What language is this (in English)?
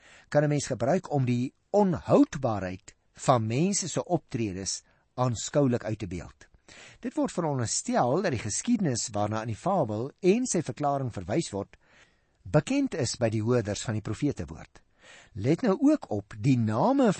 Afrikaans